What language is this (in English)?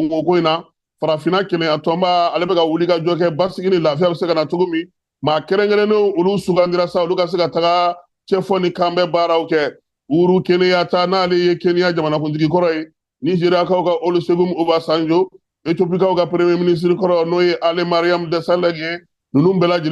Bambara